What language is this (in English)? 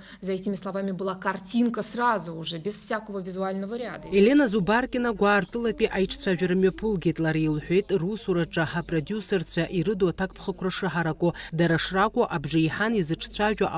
Abkhazian